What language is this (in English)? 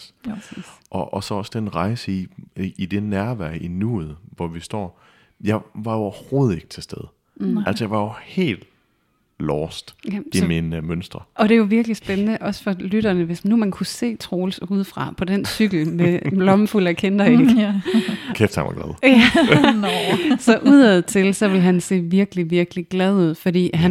Danish